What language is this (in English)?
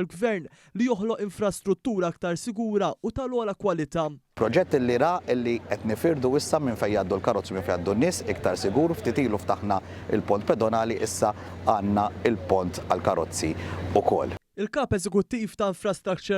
Maltese